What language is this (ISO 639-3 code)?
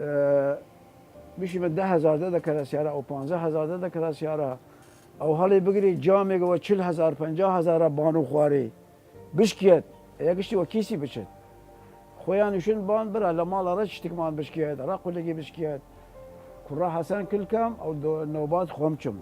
sdh